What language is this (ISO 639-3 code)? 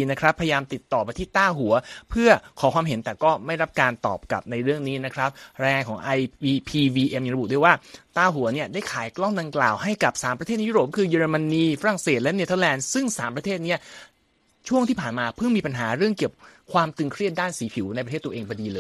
tha